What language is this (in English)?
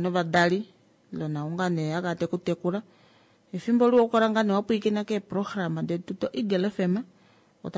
Kuanyama